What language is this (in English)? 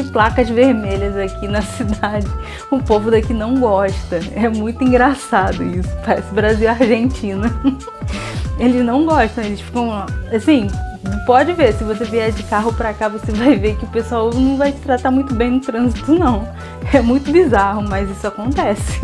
Portuguese